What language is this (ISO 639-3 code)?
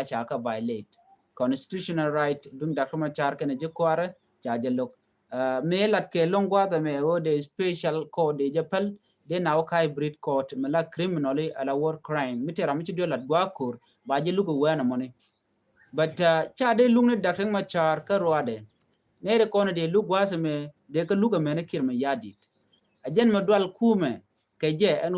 nus